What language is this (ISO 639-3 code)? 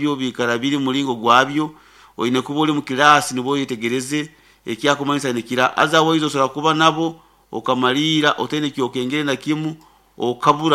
nyo